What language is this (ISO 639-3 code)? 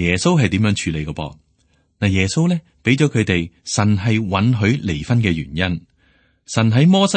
yue